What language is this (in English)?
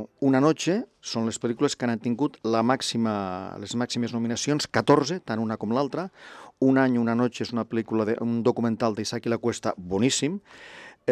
Catalan